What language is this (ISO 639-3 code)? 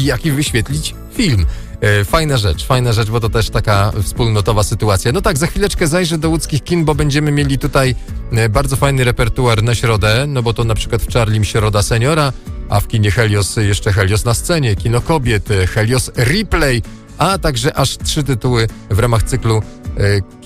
pol